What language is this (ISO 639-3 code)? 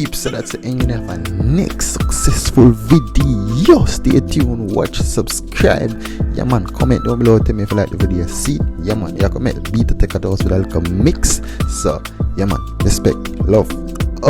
jam